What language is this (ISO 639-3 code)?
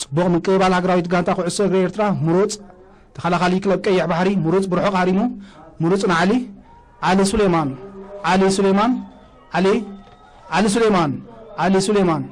tir